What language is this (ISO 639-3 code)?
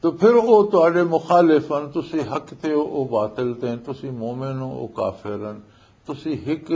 lah